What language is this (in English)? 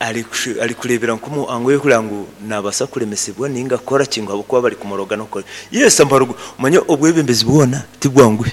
Nyoro